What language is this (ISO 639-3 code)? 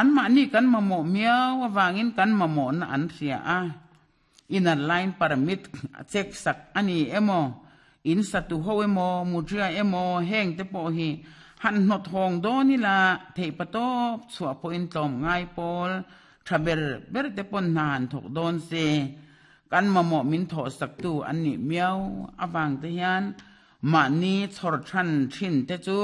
lus